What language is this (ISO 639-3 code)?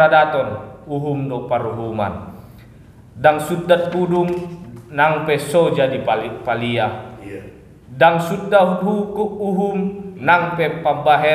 bbc